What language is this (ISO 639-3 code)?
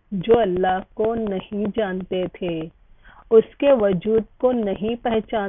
urd